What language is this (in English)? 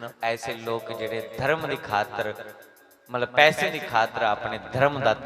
Dogri